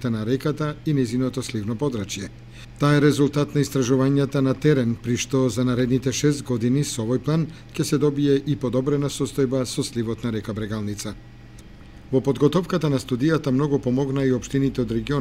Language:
Macedonian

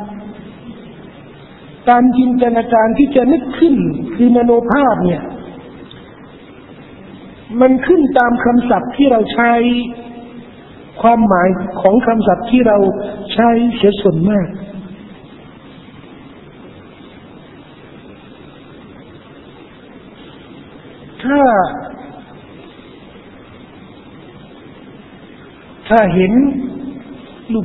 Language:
Thai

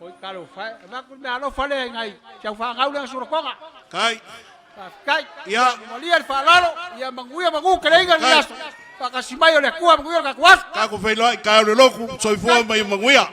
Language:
Samoan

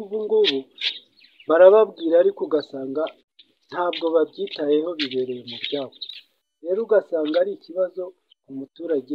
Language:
Kinyarwanda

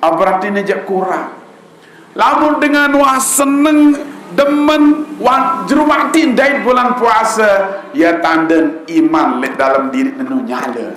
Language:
Sasak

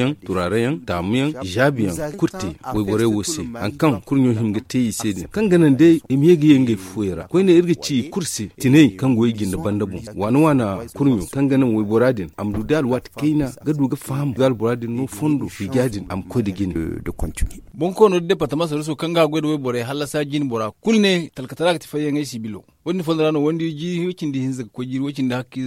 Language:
Zarma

